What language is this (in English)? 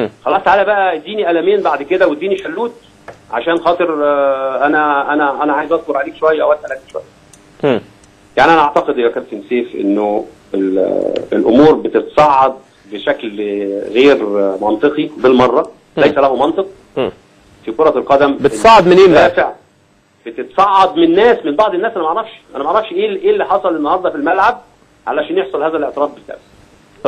Egyptian Arabic